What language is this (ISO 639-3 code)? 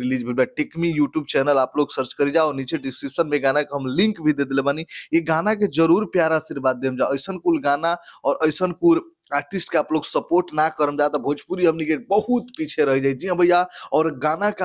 bho